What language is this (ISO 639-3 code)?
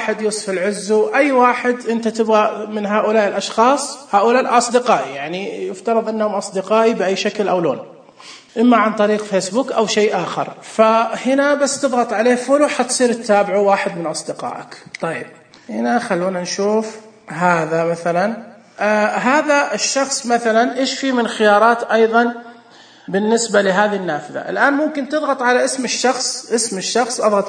ars